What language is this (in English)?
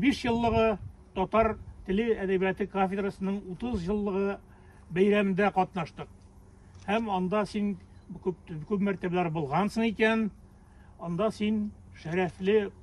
Tatar